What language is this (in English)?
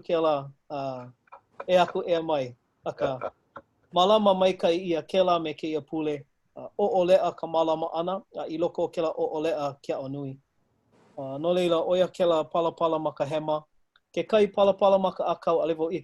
Hawaiian